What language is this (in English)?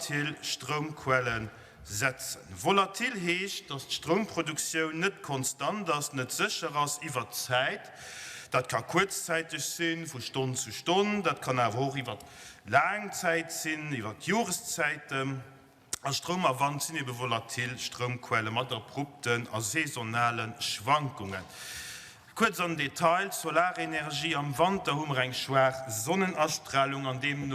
Luxembourgish